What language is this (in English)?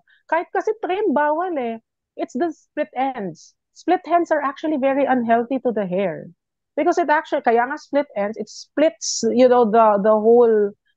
Filipino